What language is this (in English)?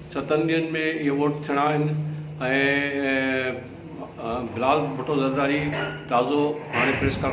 Sindhi